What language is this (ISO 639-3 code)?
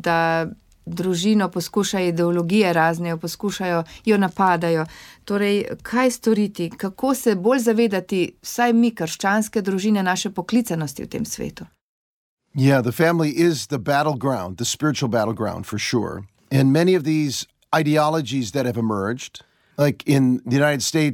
slv